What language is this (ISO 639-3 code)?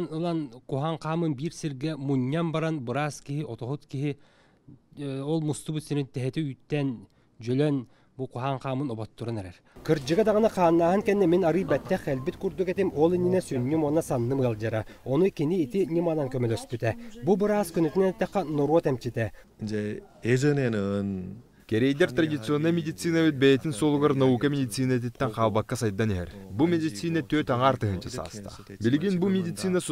sah